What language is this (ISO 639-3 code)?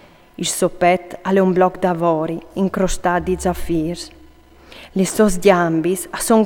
fur